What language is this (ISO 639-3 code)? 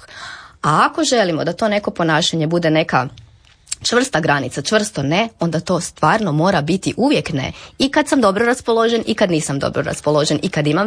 hrv